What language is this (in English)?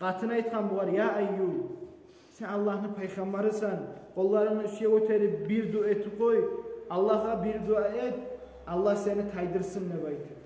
Kumyk